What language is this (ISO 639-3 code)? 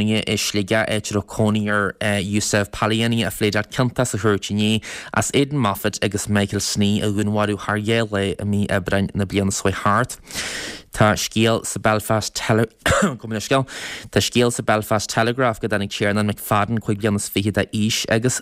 gle